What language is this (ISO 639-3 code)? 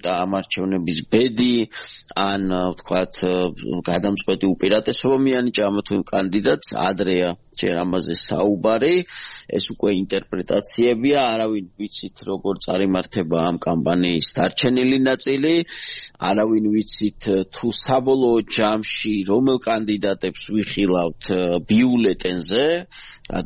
kat